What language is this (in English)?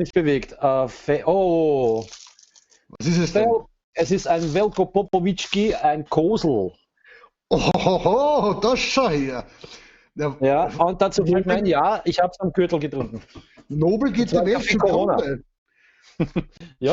Bavarian